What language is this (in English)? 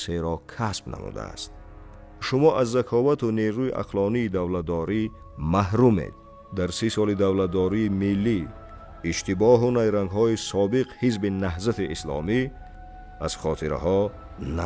Tajik